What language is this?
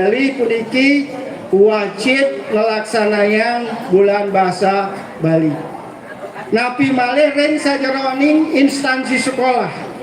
Balinese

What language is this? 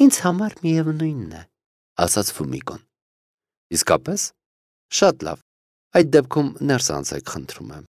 Armenian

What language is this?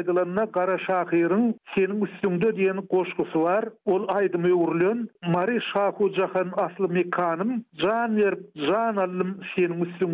Turkmen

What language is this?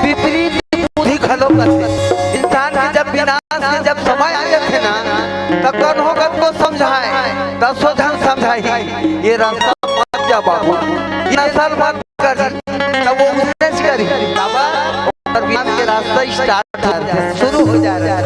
Chhattisgarhi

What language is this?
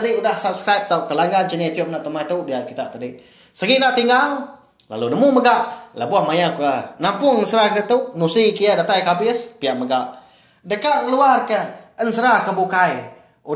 Iban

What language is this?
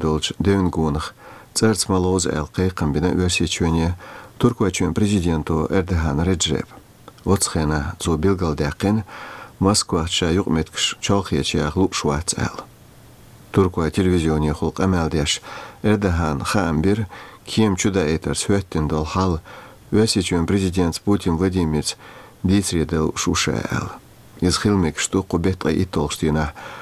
Chechen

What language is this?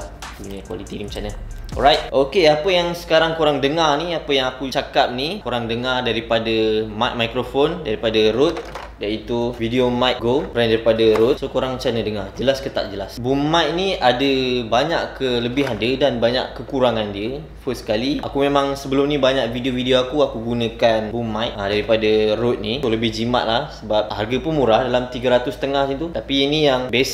Malay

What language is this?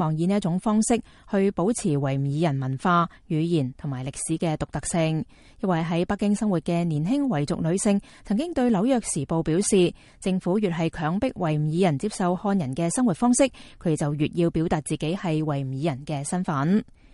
Cantonese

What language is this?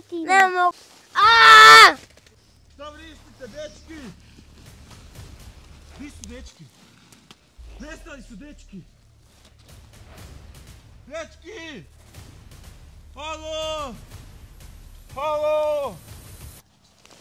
Croatian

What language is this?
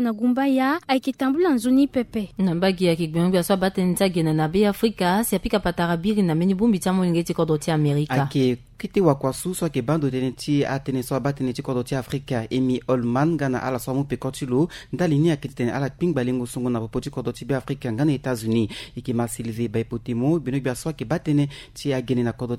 Sango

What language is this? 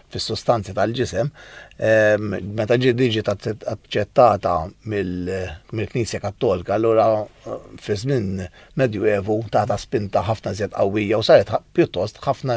Maltese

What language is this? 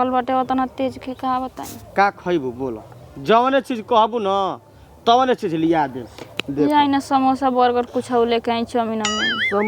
Bhojpuri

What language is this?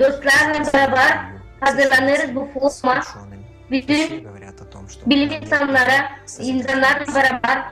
Gagauz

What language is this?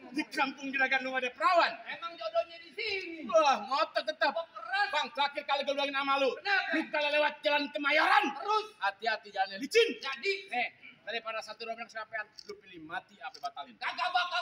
Betawi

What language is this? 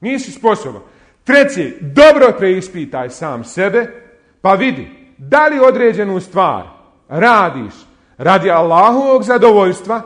Bosnian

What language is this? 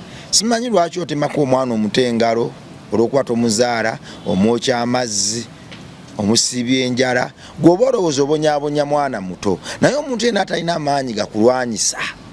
Ganda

